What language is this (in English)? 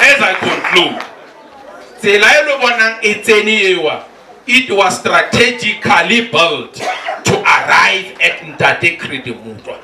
Tswana